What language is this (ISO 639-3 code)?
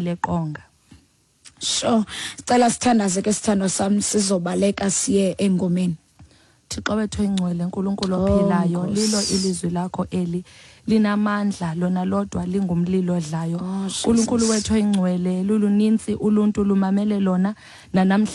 xho